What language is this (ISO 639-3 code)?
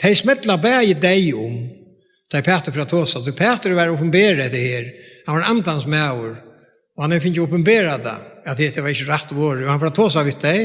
fao